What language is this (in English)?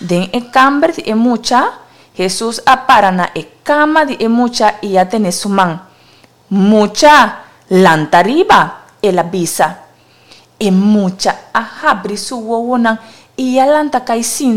Papiamento